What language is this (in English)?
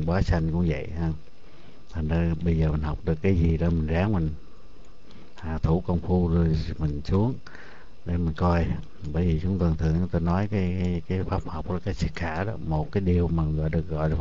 Vietnamese